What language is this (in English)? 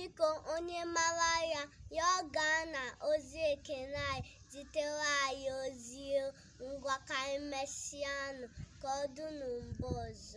Igbo